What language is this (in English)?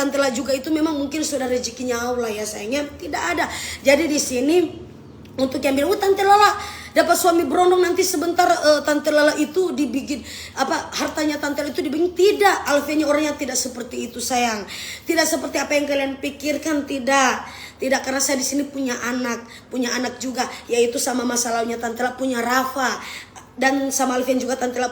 Manado Malay